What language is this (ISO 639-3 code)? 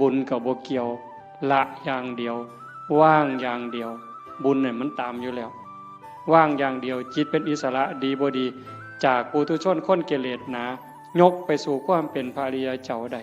tts